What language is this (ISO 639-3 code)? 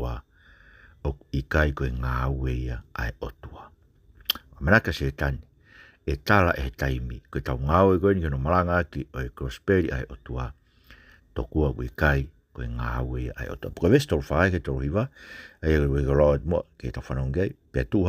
ton